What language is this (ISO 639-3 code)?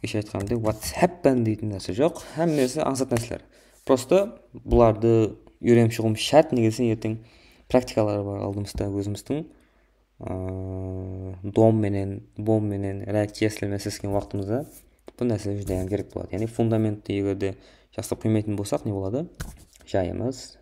kaa